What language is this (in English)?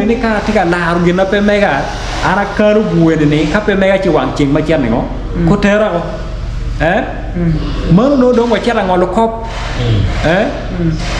Acoli